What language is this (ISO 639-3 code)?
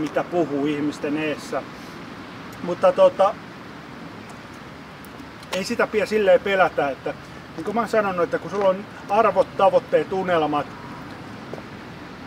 fin